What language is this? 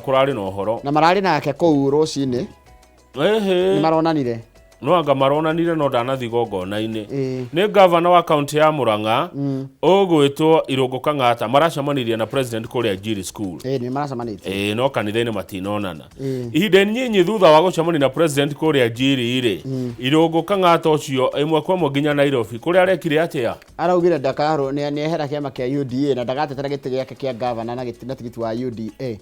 Kikuyu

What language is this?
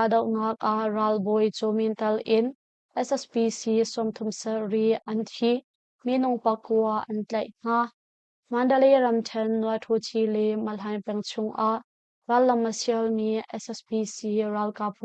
Hakha Chin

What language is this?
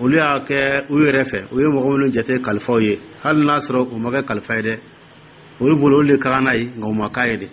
Dyula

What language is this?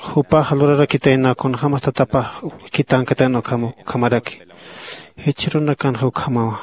Aymara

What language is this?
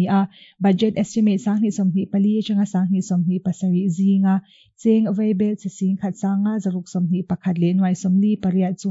Mizo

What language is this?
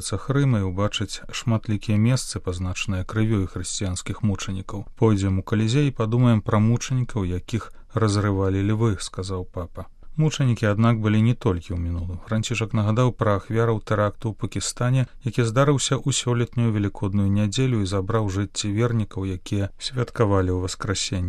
Belarusian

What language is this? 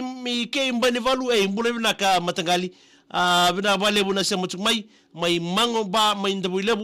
Fijian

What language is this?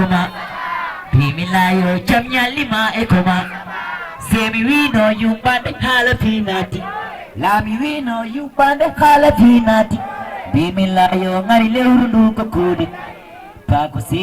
Fula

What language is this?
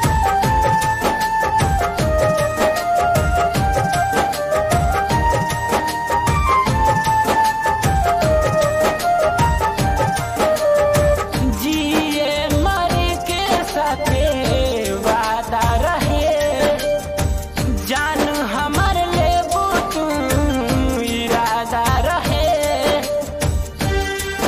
Bhojpuri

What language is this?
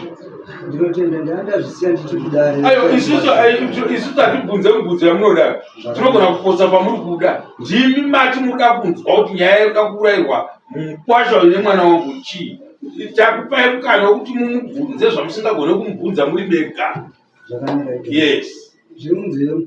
Shona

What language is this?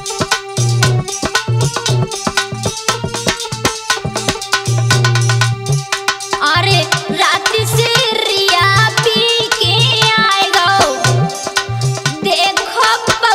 Bhojpuri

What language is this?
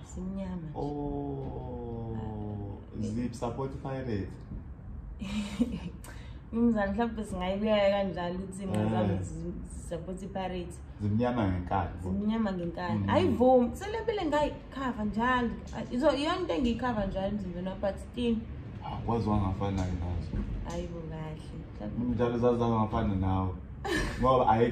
Zulu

